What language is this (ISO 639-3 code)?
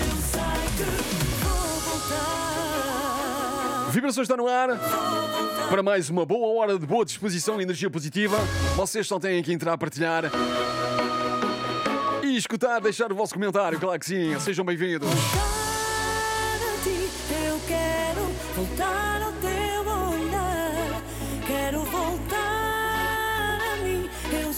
por